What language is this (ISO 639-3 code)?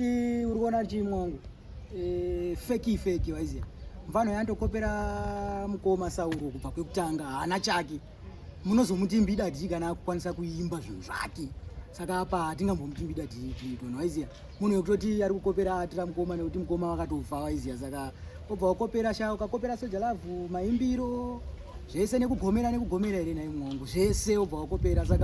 sna